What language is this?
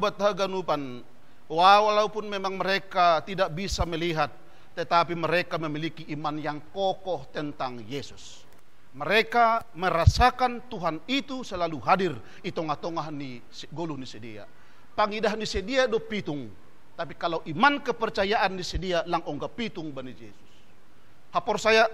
Batak Simalungun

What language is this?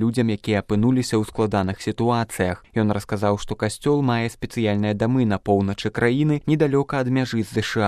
Belarusian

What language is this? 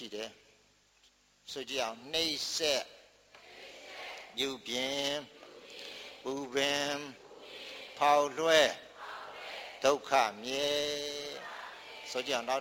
Burmese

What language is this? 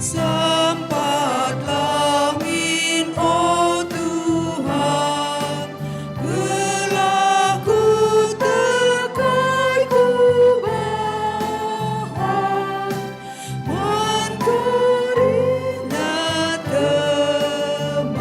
Batak Karo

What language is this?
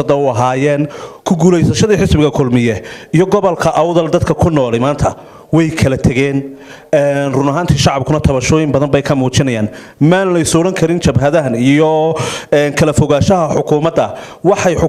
Somali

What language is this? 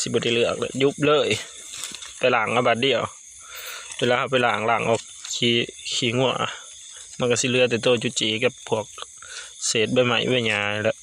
Northeastern Thai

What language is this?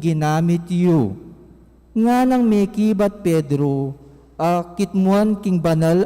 Pampanga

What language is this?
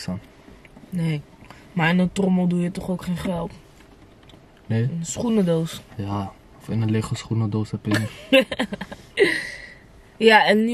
Dutch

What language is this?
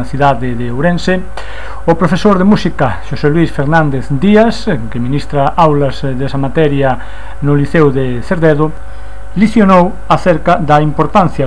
Galician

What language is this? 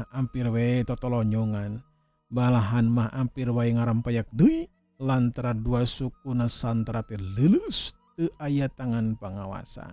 Sundanese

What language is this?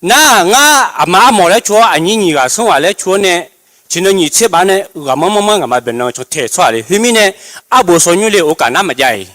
Akha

